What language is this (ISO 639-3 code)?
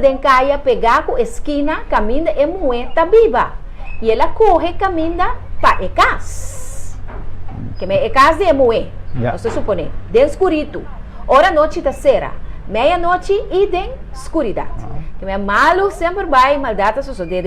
pap